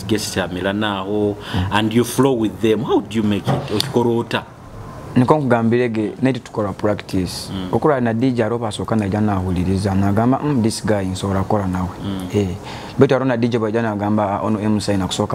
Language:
Nyoro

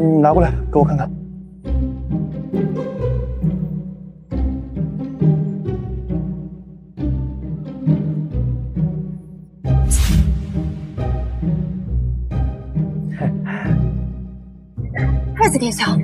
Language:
Chinese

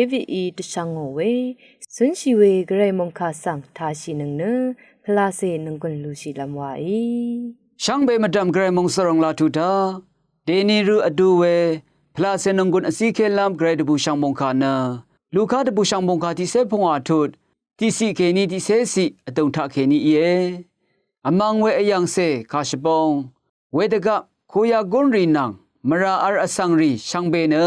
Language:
Rawang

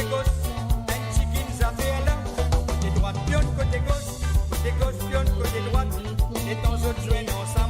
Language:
Morisyen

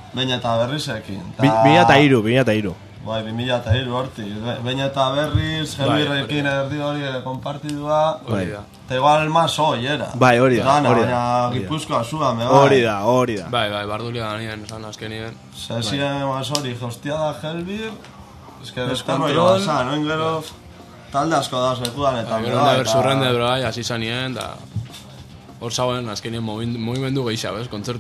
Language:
Basque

